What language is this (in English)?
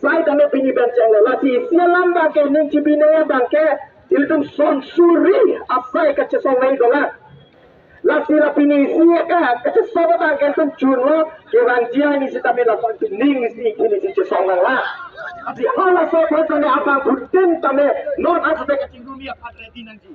Karbi